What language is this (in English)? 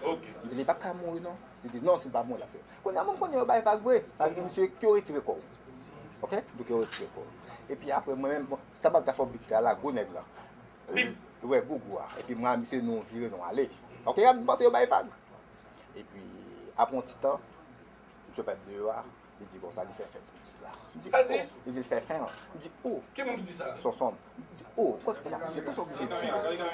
Haitian Creole